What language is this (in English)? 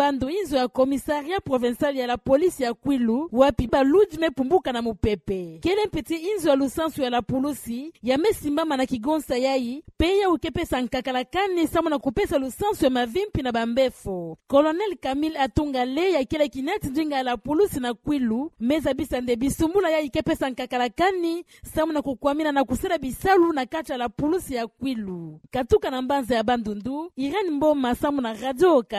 Kituba (Democratic Republic of Congo)